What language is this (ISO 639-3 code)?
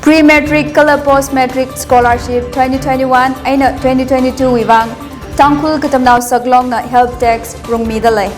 nmf